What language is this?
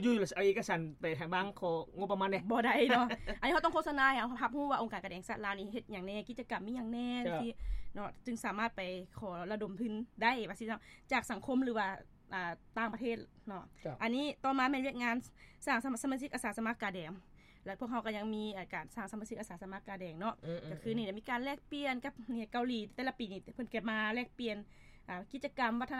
Lao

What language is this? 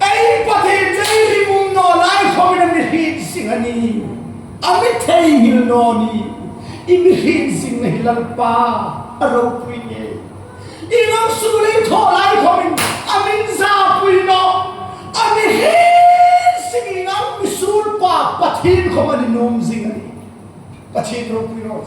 Hmar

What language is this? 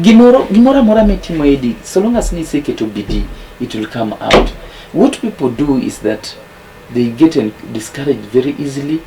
Luo (Kenya and Tanzania)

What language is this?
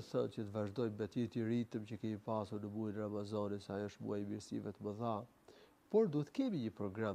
Albanian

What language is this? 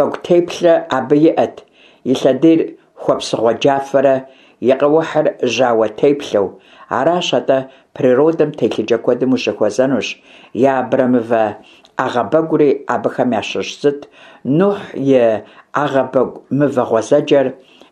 Kabardian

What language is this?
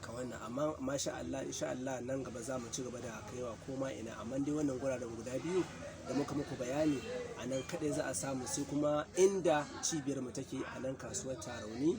Hausa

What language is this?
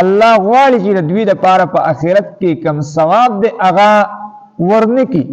Pashto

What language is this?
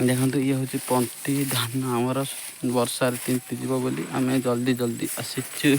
Odia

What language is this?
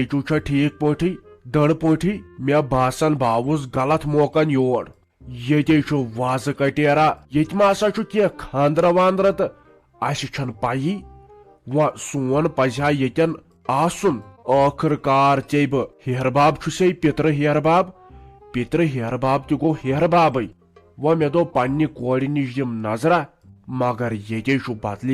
Kashmiri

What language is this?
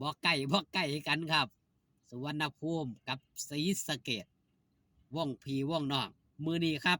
Northeastern Thai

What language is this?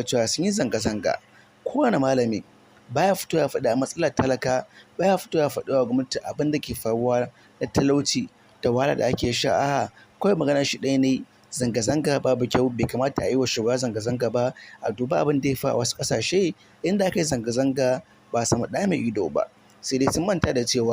Hausa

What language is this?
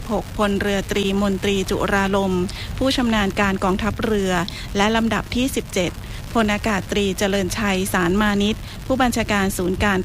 Thai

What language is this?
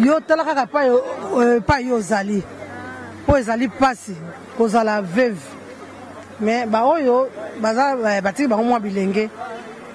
Lingala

